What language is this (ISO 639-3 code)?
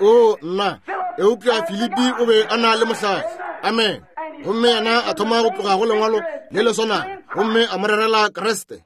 nso